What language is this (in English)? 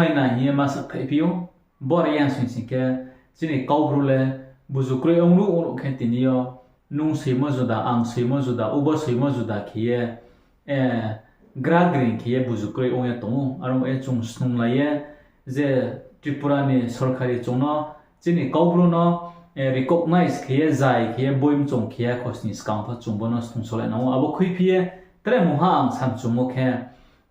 Riang (India)